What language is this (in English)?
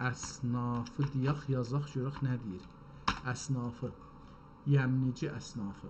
South Azerbaijani